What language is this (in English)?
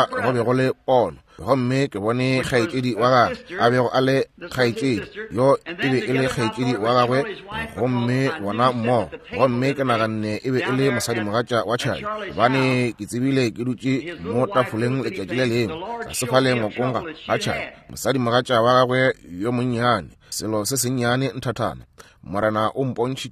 Northern Sotho